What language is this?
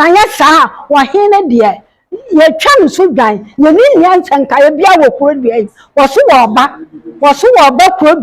Akan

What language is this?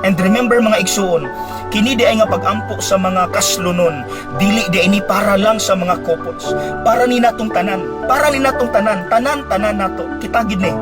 Cebuano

